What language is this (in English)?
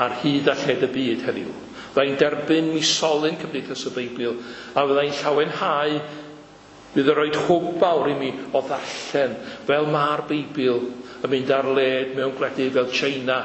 Welsh